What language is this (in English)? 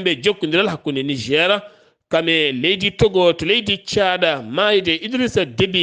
Fula